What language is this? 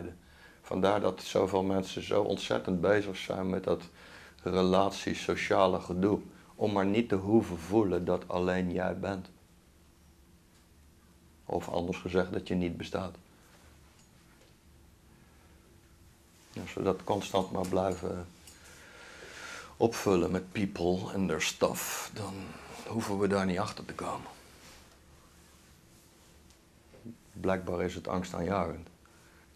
Dutch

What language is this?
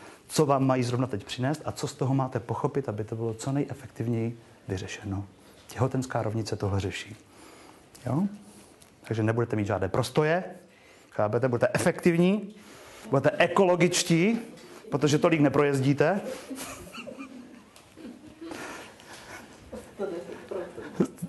Czech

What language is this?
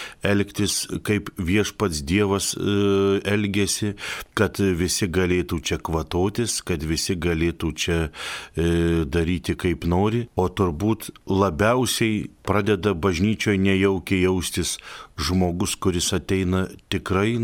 Lithuanian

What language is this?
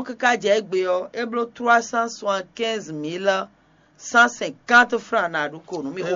Fon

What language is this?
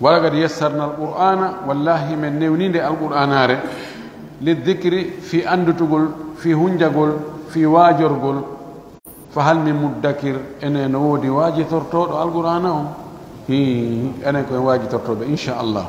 Pular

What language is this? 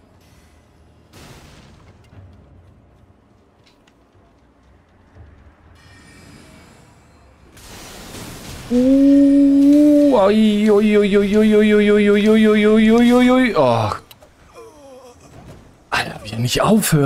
German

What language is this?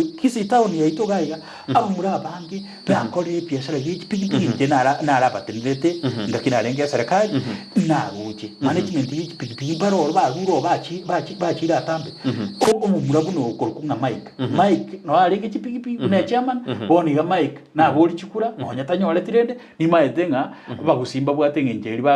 Gusii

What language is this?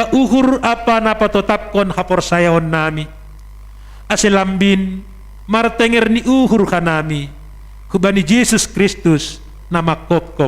Batak Simalungun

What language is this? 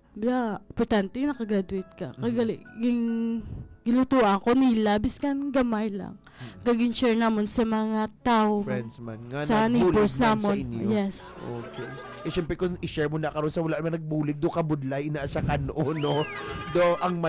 Hiligaynon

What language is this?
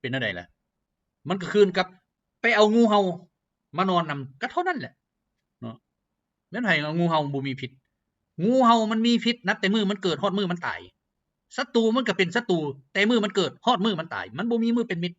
Lao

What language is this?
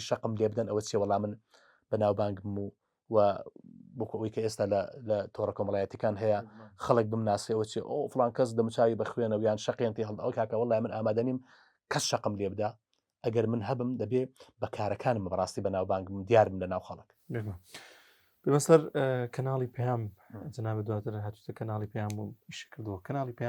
Central Kurdish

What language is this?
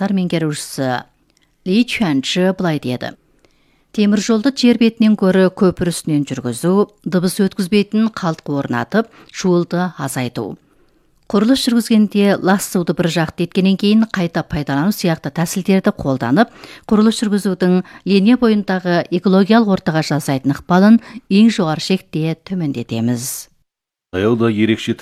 Kazakh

